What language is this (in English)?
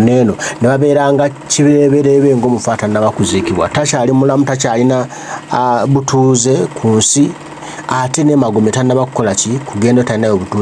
Ganda